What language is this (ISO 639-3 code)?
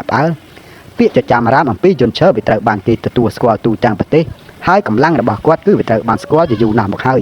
khm